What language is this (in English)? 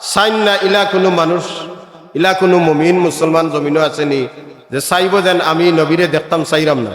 Sylheti